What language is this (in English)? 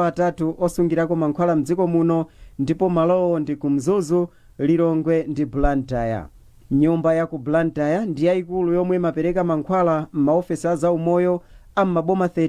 Nyanja